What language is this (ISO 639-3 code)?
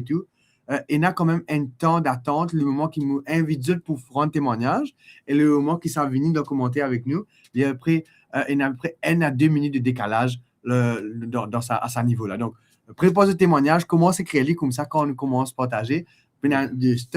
mfe